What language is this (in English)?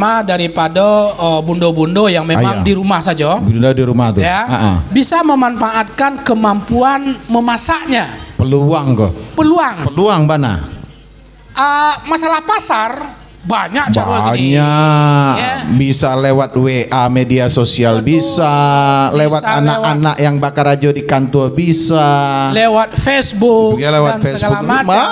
Minangkabau